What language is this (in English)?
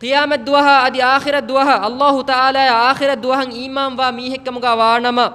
Divehi